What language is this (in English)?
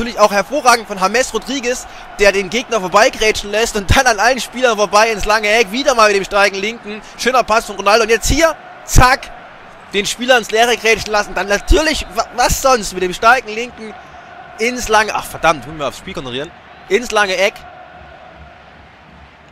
German